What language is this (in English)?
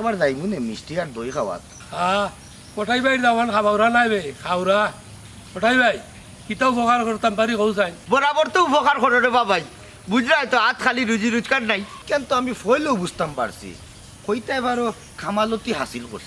Sylheti